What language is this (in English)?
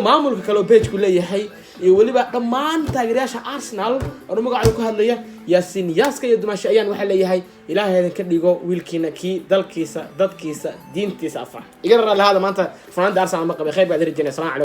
Somali